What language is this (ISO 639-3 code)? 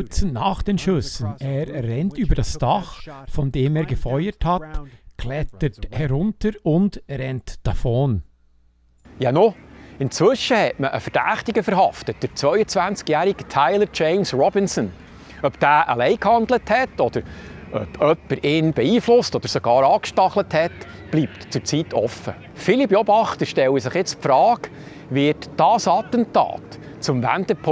gsw